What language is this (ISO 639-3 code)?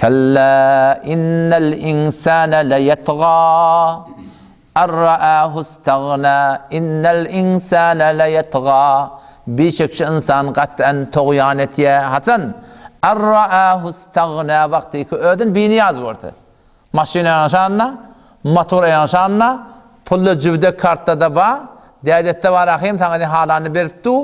tuk